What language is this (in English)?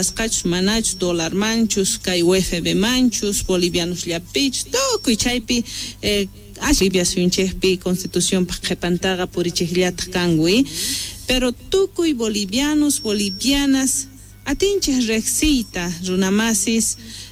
Quechua